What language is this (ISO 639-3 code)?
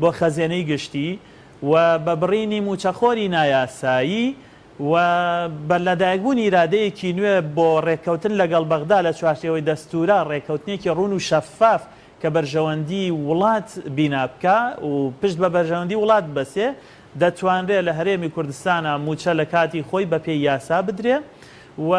ckb